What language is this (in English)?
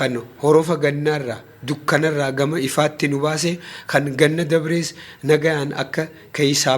Oromo